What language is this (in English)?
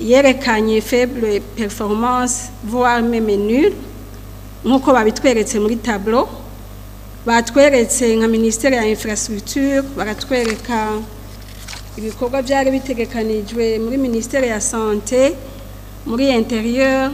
Rundi